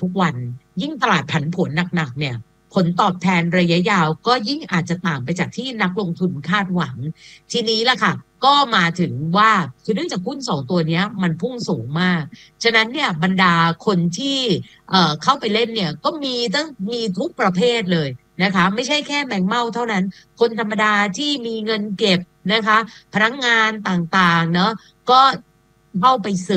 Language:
Thai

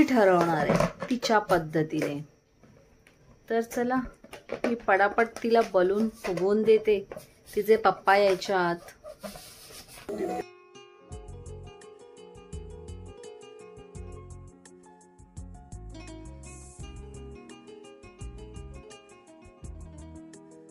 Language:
Marathi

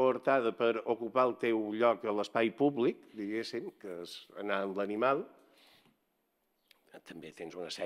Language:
Catalan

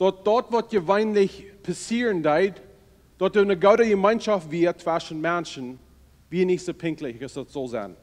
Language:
Plautdietsch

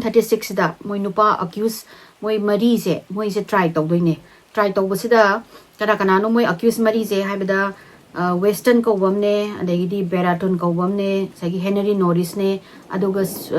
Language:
Manipuri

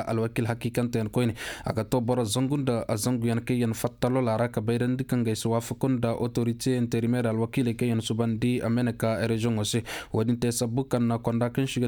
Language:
Koyraboro Senni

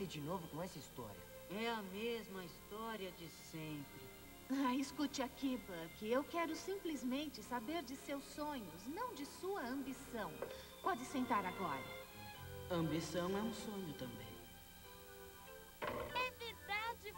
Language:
Portuguese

